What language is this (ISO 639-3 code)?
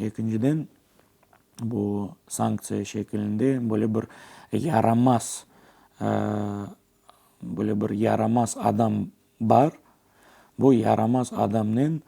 crh